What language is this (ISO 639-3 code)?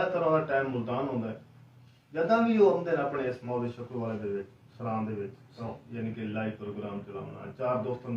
skr